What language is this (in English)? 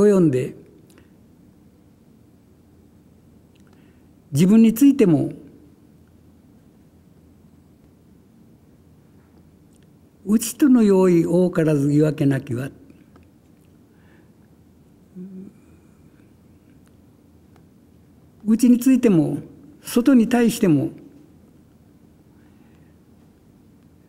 Japanese